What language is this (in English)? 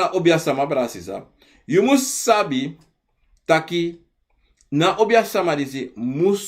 Sranan Tongo